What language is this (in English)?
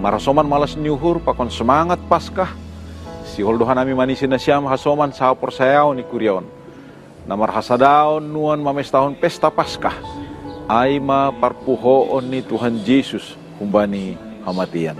Batak Simalungun